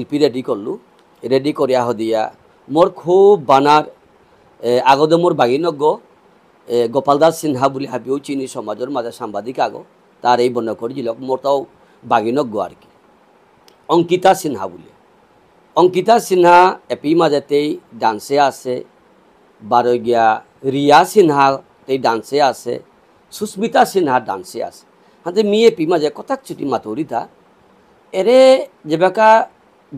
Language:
Bishnupriya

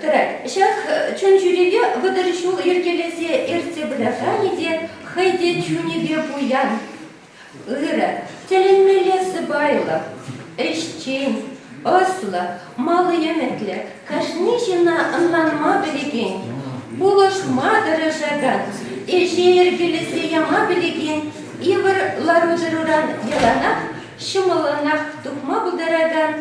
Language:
Chuvash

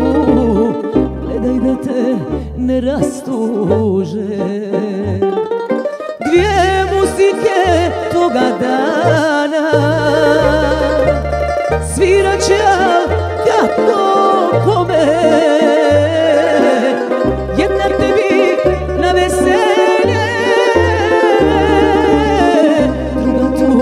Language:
Croatian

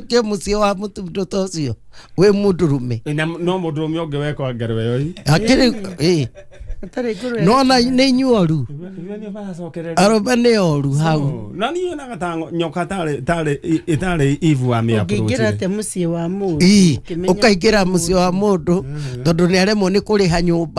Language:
Kikuyu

